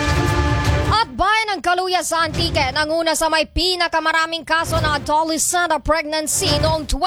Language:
Filipino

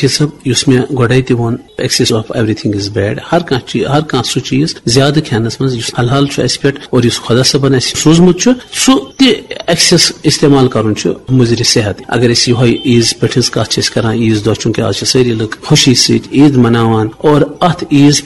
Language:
Kashmiri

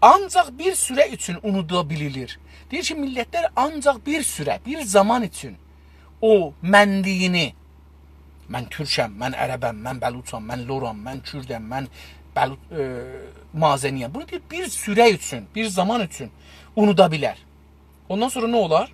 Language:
South Azerbaijani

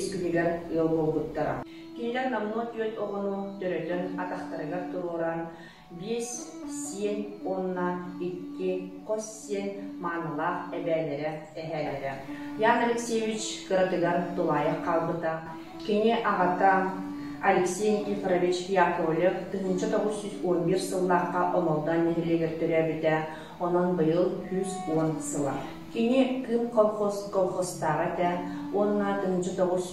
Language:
Yakut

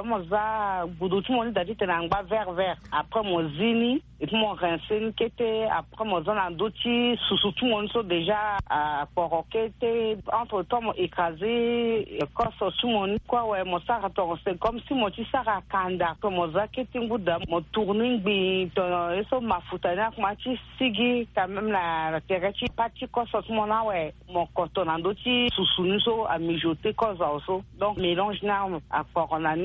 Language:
Sango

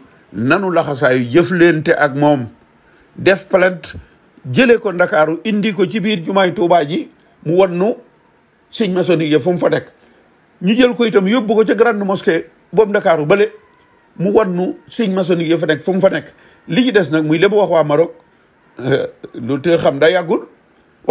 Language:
Wolof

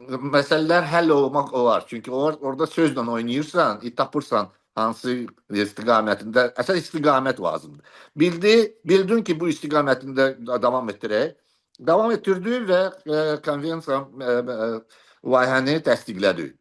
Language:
Azerbaijani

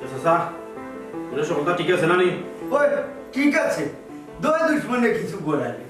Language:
Sylheti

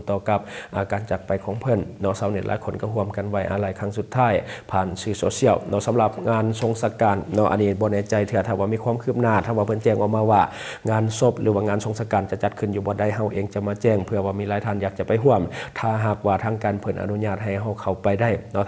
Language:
Lao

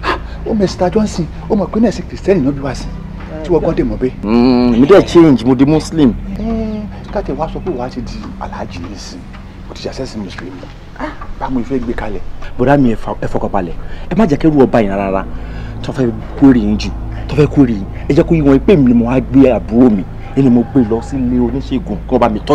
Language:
Yoruba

